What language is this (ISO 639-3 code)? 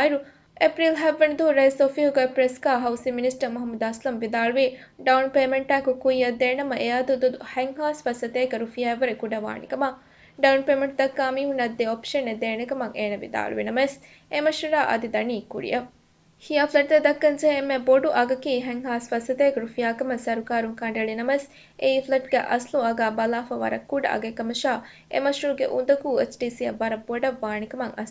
div